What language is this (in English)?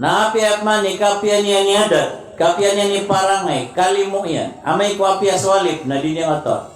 Maranao